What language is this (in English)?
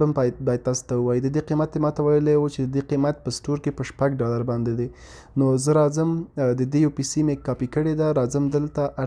Pashto